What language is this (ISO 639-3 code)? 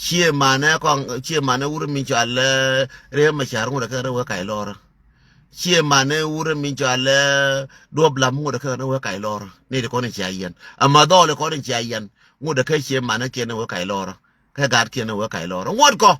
nus